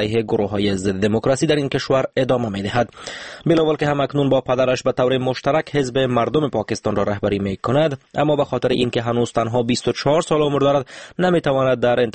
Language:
Persian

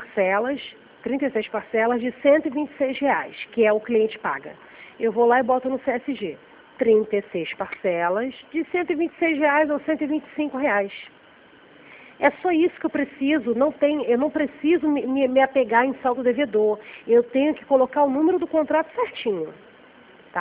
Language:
Portuguese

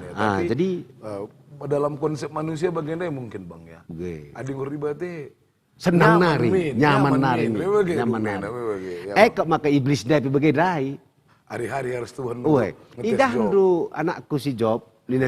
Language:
Batak Karo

